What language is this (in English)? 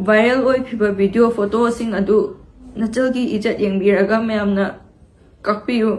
Manipuri